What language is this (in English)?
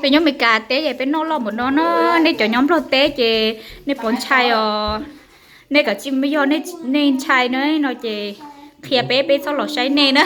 Hmong